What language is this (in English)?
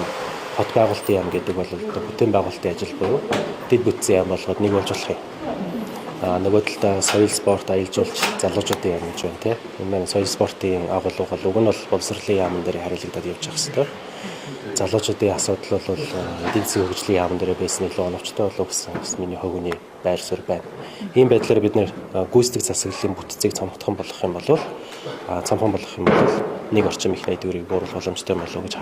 Mongolian